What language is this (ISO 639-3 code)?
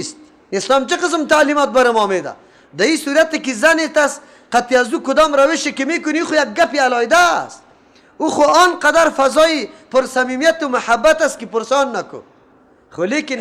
fas